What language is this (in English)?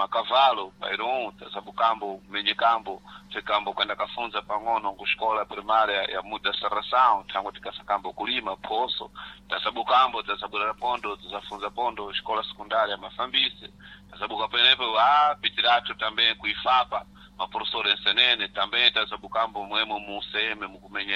Sena